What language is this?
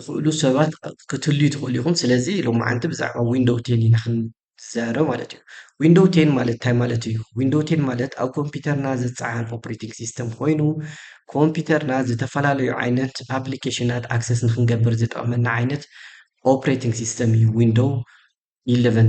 Tigrinya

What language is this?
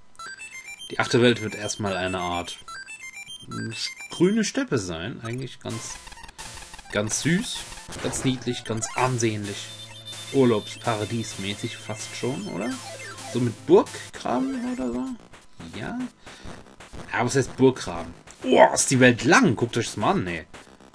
German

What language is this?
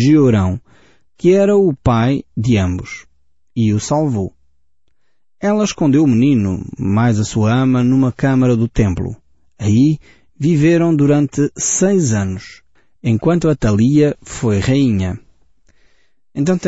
Portuguese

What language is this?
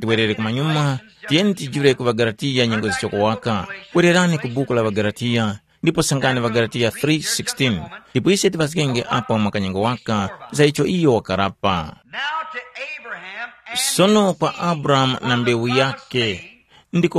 Tumbuka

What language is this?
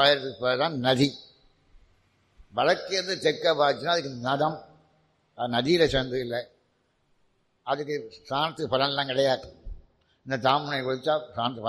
Tamil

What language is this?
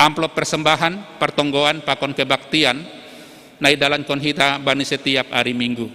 Batak Simalungun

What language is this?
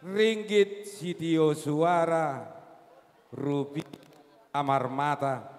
Batak Toba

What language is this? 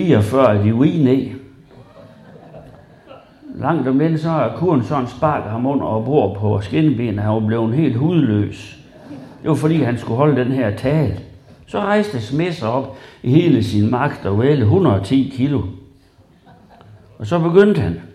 Danish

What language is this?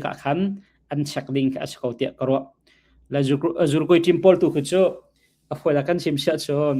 Hakha Chin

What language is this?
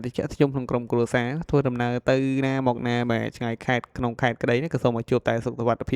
Khmer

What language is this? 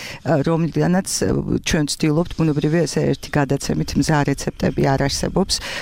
Georgian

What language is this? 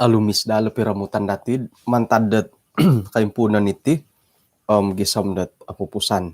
Central Dusun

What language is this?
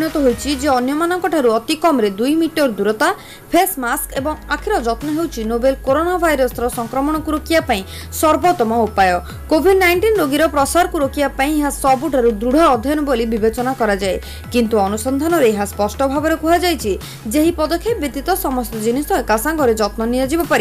Odia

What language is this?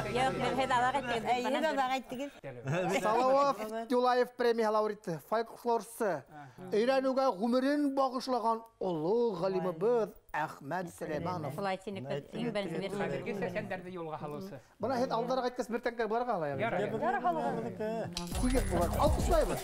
Bashkir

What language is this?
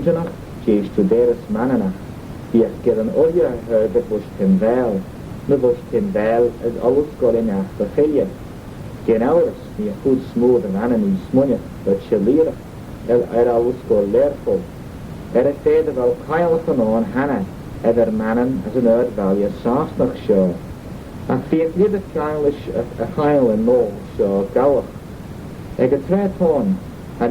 Manx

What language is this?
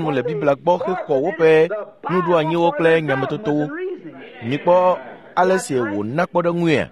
Ewe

